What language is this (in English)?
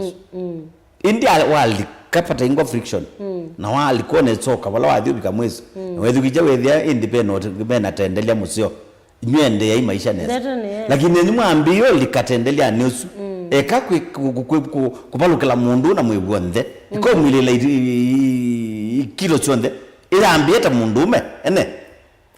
Kamba